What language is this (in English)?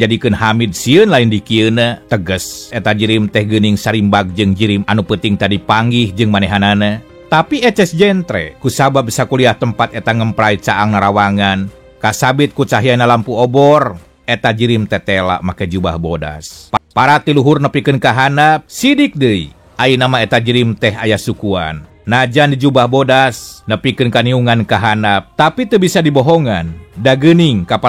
Sundanese